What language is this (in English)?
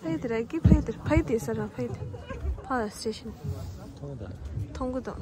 Tibetan